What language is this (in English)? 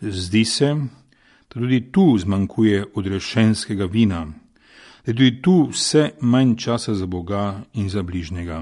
Slovenian